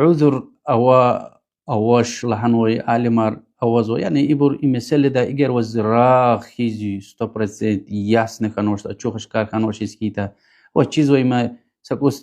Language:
Lezghian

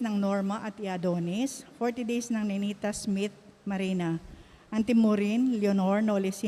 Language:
Pampanga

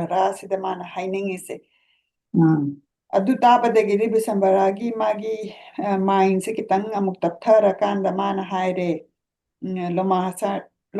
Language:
Manipuri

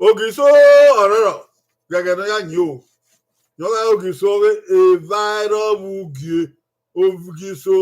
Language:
Bini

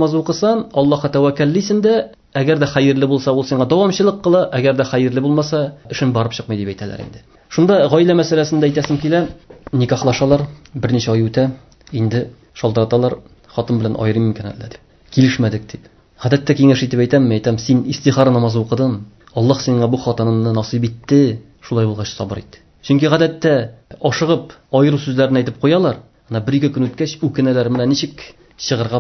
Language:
Tatar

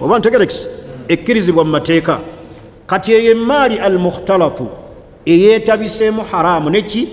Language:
Ganda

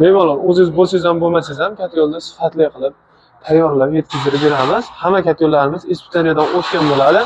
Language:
Uzbek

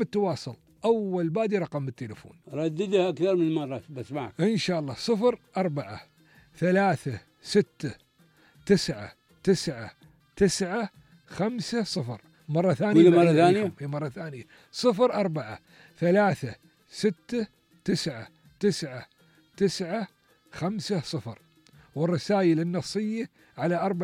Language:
Gulf Arabic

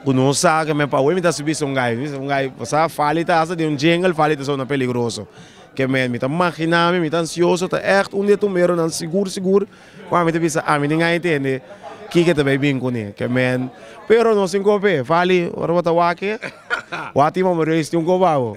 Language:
Papiamento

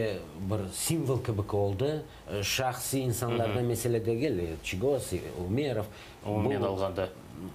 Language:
Crimean Tatar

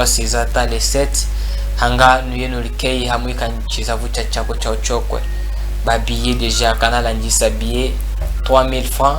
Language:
Chokwe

